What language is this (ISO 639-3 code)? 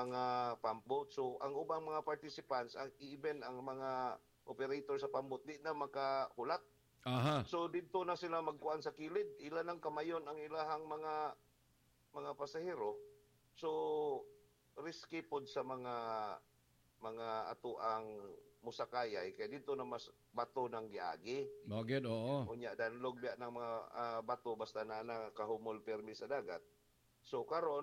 ceb